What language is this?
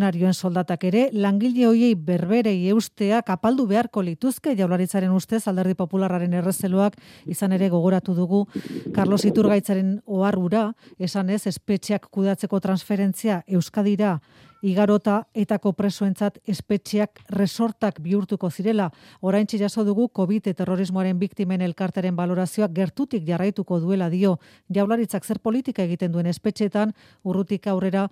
Basque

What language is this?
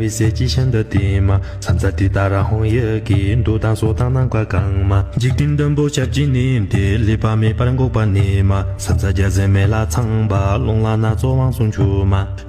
Tibetan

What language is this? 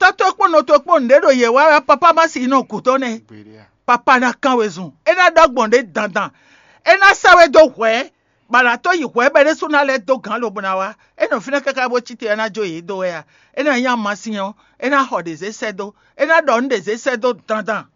Fon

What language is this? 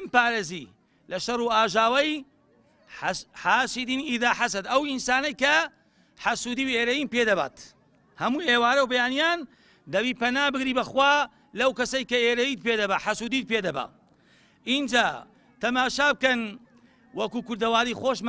Central Kurdish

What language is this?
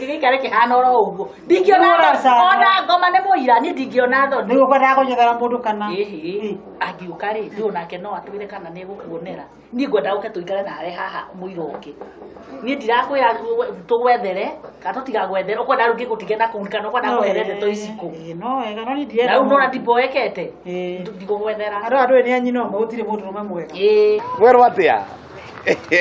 Kikuyu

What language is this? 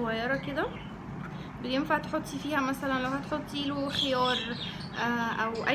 Egyptian Arabic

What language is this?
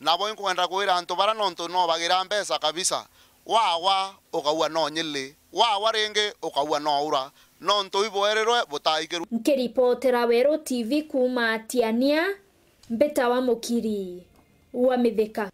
Meru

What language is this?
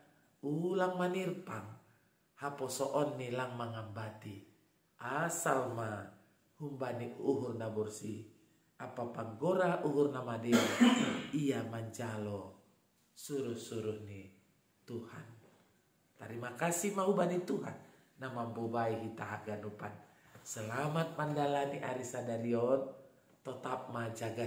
Batak Simalungun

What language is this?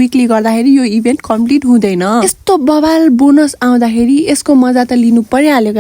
Nepali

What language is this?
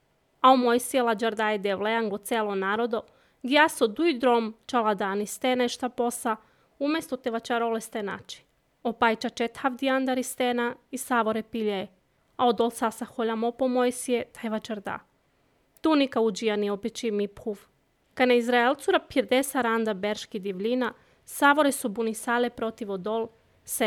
Serbian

